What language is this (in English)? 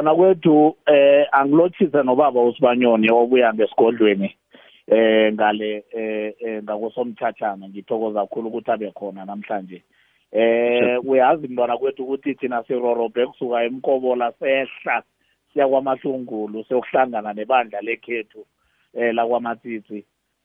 South Ndebele